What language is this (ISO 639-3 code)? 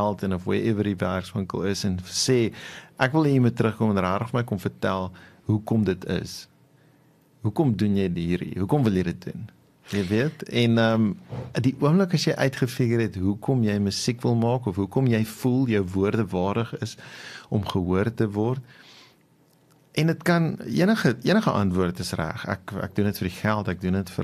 afr